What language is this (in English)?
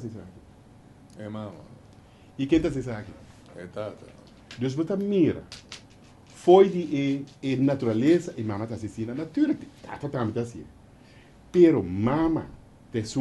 Papiamento